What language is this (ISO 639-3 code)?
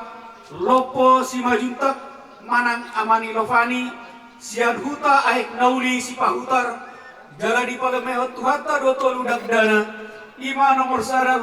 bbc